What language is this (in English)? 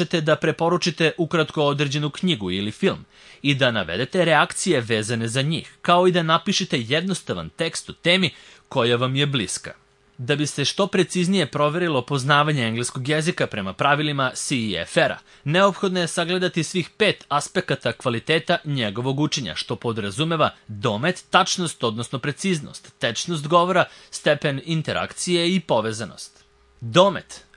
Serbian